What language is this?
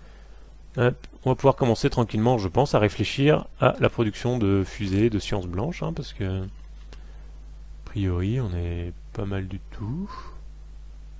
French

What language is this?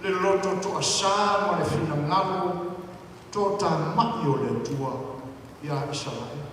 Samoan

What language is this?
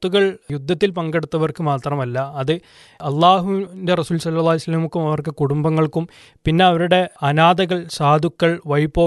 Malayalam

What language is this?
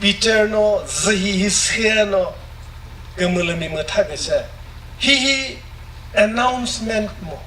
Chokri Naga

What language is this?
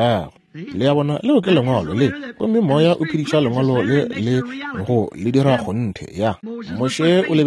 Northern Sotho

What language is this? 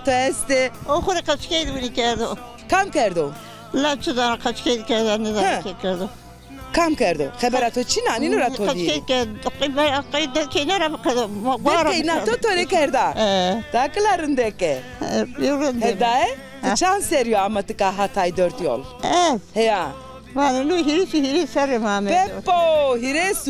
Zaza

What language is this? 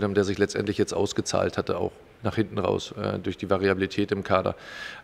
German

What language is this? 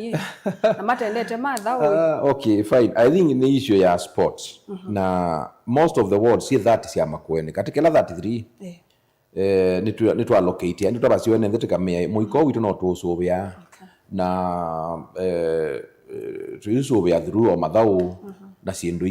Kamba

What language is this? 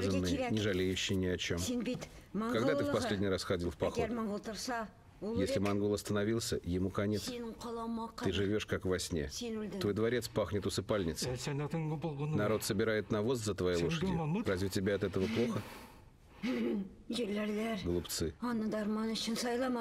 Russian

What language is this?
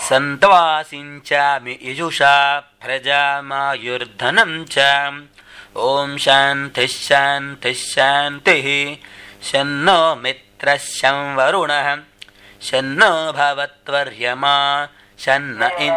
Sanskrit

